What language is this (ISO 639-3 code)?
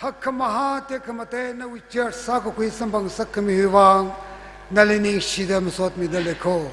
nmf